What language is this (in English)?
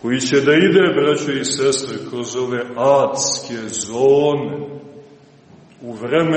Serbian